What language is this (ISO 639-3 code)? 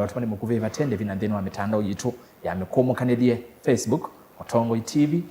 kam